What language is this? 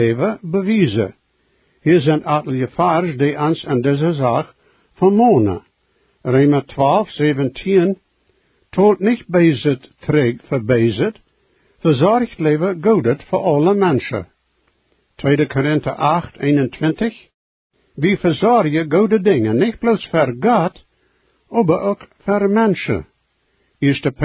Plautdietsch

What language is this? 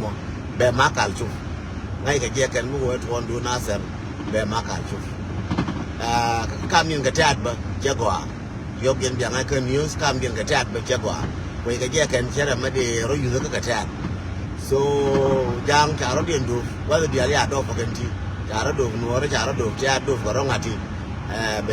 Nuer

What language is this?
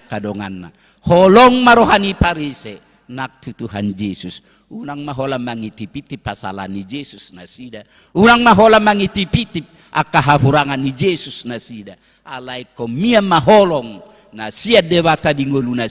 Batak Toba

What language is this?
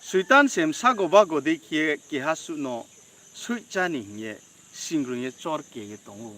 Riang (India)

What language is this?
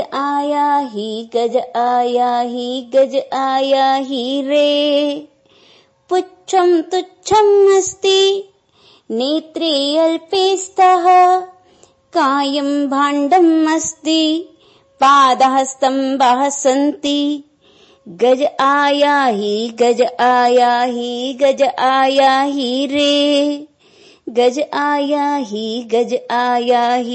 Sanskrit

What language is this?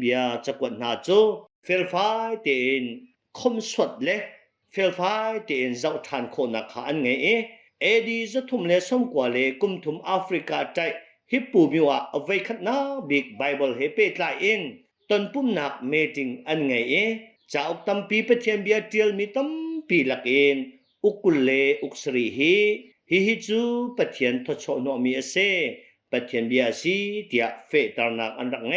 Hakha Chin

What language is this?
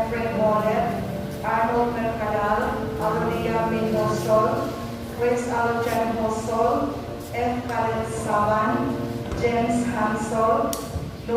Cebuano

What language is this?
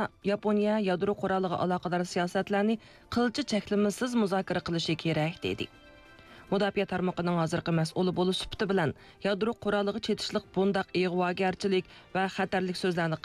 Uyghur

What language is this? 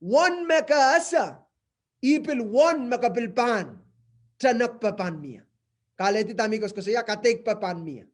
Pohnpeian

